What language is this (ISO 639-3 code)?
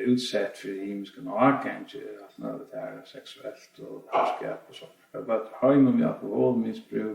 fao